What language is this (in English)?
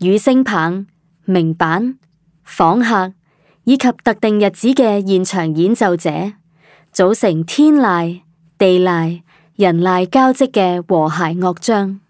Cantonese